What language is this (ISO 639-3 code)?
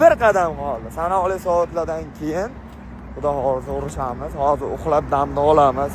uzb